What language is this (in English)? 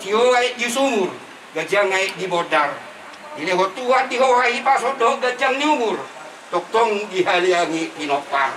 Batak Toba